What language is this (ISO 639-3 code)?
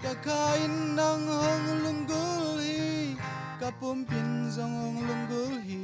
ctd